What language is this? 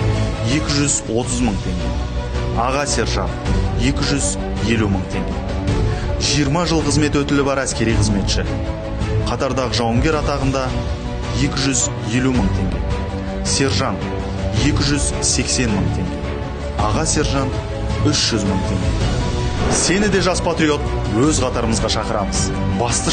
Kazakh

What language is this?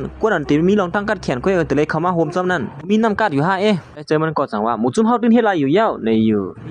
Shan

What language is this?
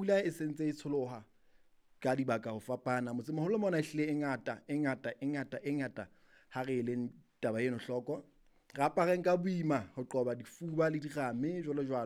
Southern Sotho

